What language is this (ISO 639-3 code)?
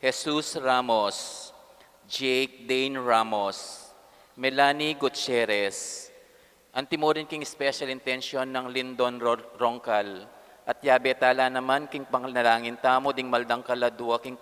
pam